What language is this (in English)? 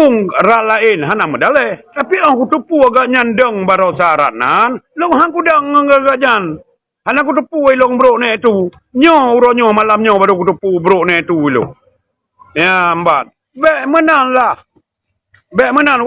Achinese